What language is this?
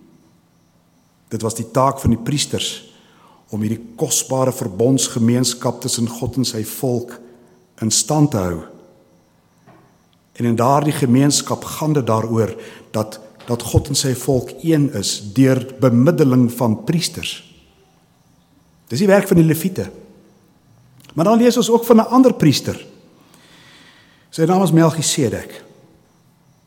Afrikaans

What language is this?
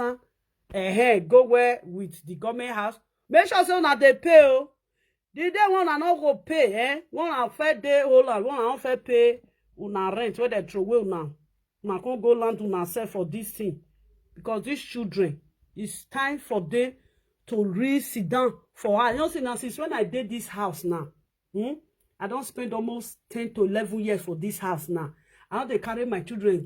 Nigerian Pidgin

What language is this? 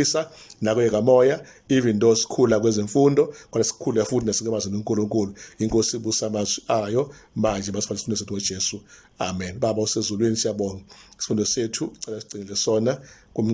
Zulu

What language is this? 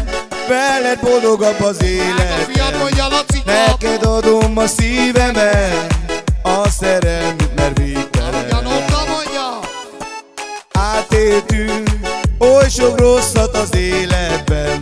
Hungarian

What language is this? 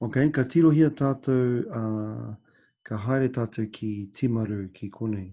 Māori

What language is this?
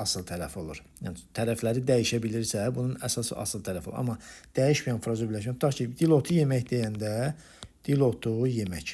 Azerbaijani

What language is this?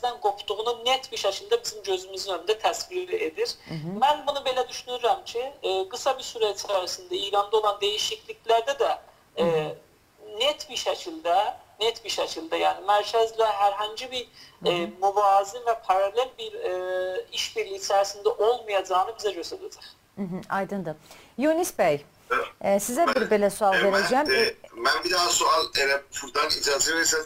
South Azerbaijani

